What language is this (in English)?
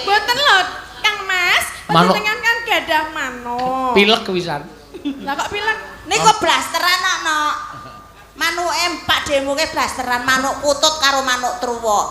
Javanese